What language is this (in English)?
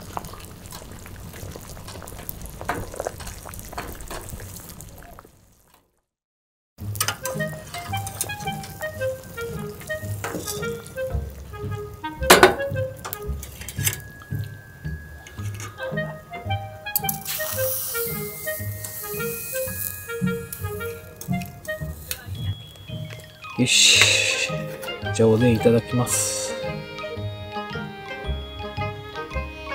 Japanese